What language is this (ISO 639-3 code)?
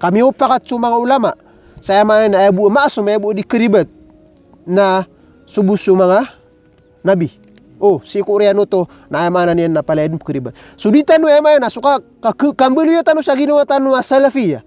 mrw